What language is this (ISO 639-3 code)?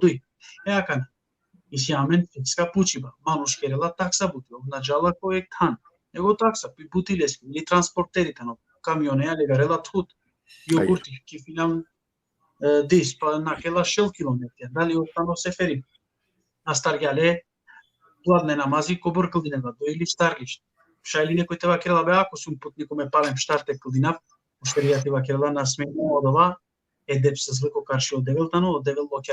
rmn